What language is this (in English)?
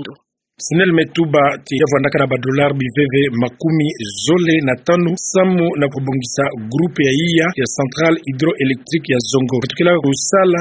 Kituba (Democratic Republic of Congo)